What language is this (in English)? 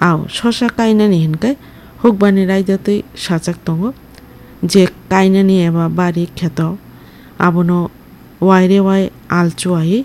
Kok Borok